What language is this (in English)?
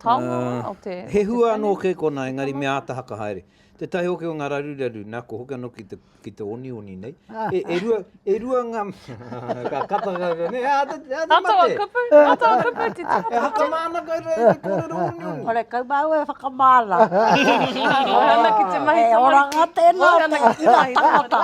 Māori